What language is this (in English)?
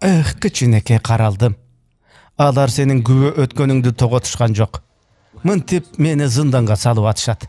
Kyrgyz